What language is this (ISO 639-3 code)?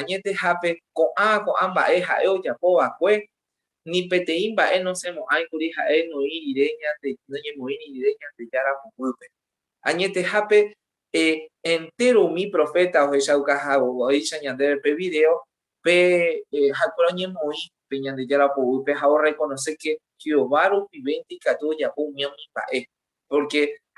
grn